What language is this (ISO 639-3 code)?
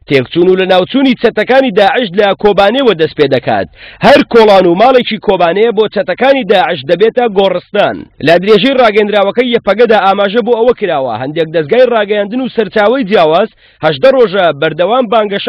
ckb